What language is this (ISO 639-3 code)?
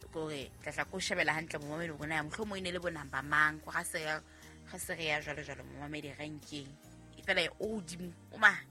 sot